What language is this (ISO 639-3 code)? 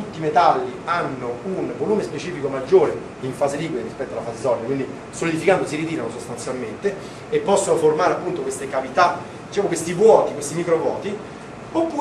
ita